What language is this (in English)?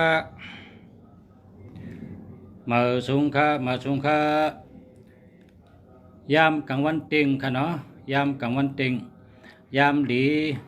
Shan